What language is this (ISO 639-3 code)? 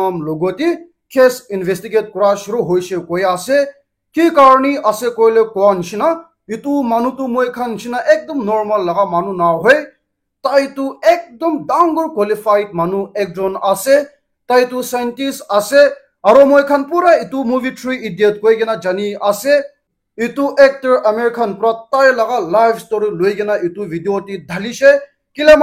nag